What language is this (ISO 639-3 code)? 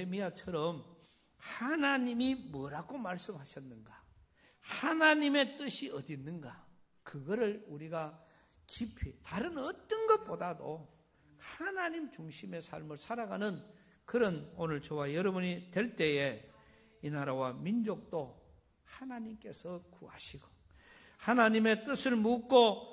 kor